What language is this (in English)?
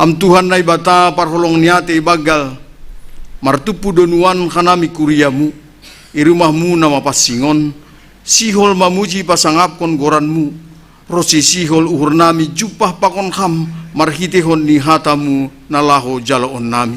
Batak Simalungun